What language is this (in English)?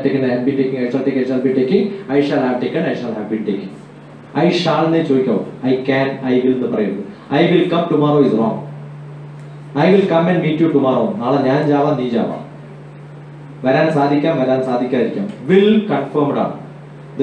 Malayalam